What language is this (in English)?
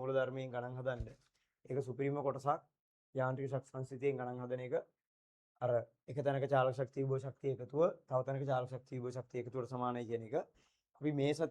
Sinhala